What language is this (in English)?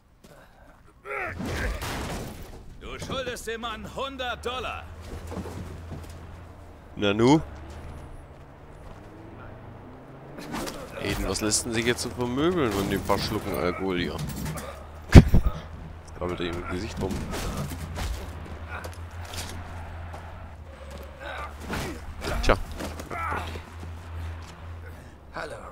German